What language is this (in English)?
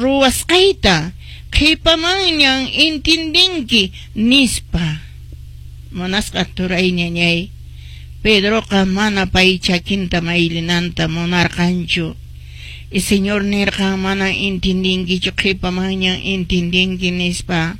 Quechua